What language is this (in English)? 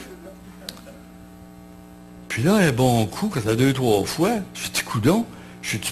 French